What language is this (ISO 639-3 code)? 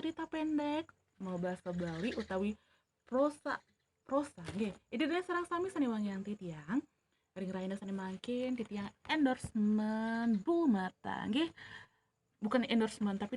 ban